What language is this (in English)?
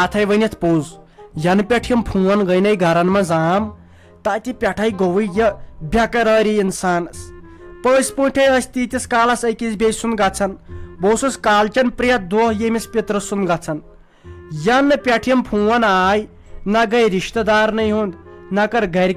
Kashmiri